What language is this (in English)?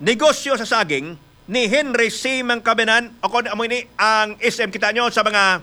Hiligaynon